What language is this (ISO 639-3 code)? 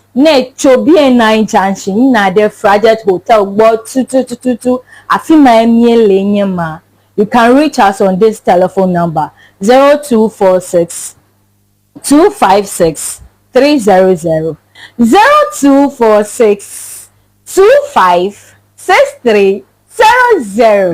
ewe